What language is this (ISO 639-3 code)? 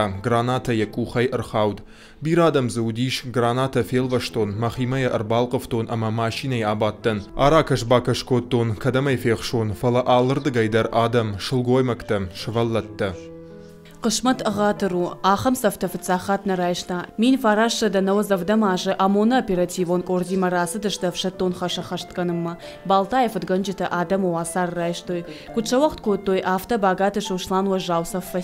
oss